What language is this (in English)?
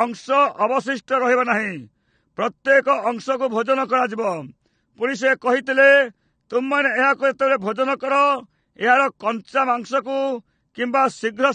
Odia